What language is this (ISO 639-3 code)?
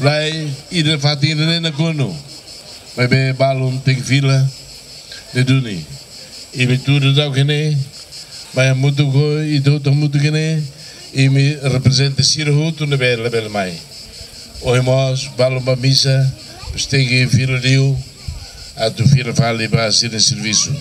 tet